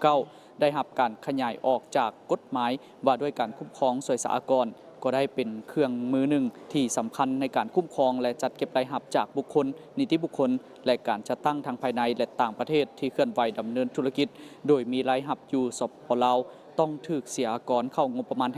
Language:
Lao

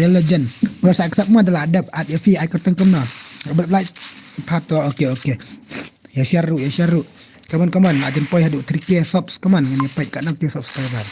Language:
Khasi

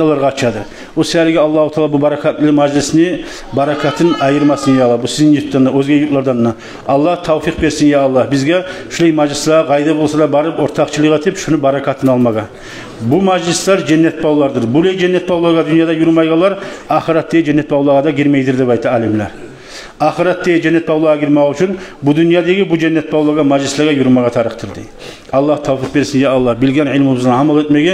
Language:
Kumyk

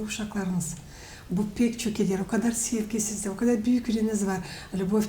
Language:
Gagauz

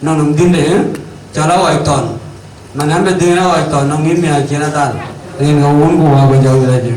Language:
Dinka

